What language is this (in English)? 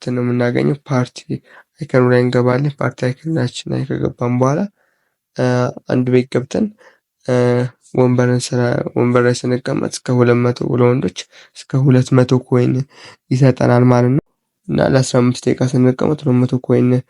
Amharic